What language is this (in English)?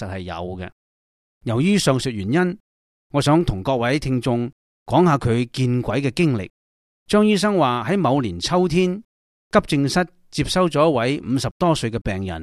Cantonese